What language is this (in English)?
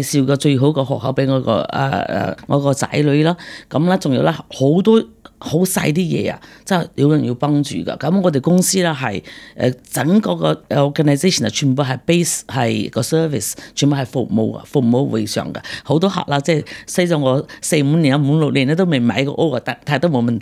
Cantonese